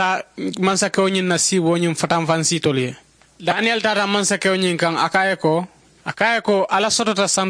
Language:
Mandingo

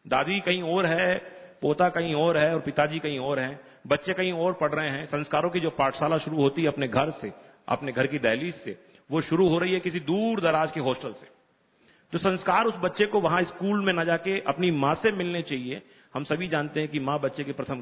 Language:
Hindi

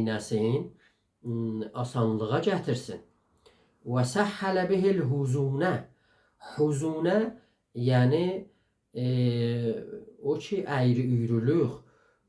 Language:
South Azerbaijani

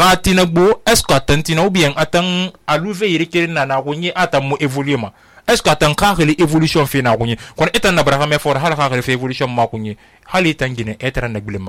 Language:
Susu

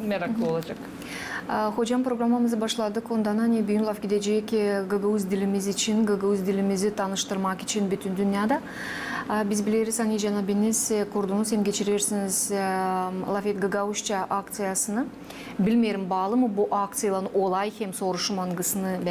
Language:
Gagauz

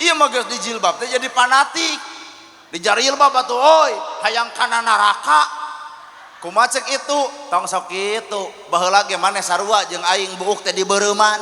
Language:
Sundanese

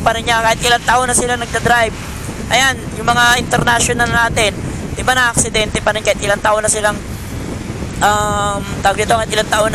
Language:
Filipino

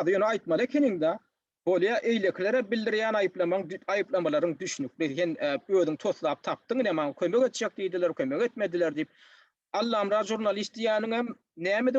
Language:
Turkmen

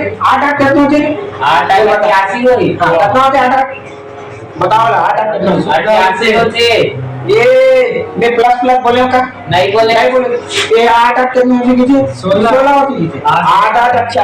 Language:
Chhattisgarhi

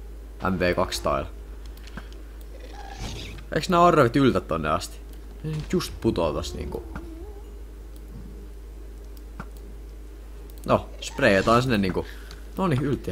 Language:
Finnish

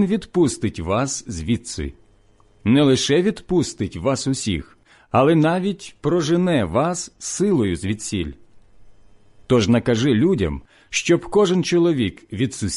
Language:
Ukrainian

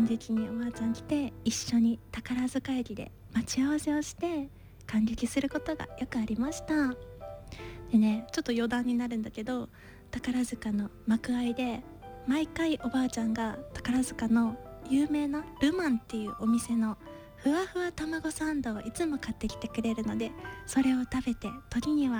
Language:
Japanese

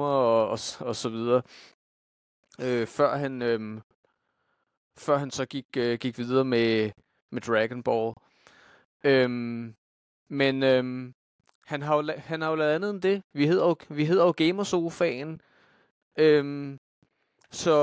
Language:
Danish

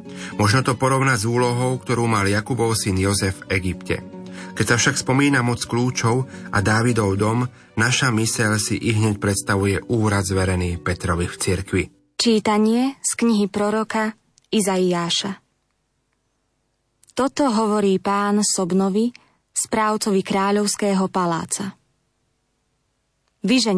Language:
Slovak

